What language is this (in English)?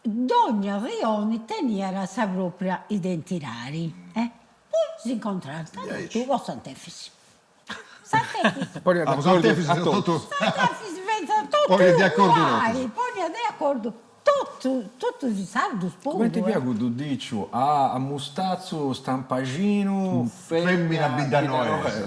Sardinian